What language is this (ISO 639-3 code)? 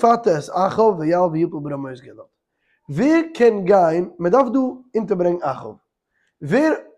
yid